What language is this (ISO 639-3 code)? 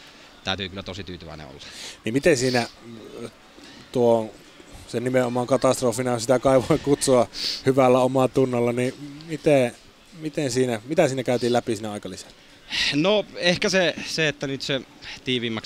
fin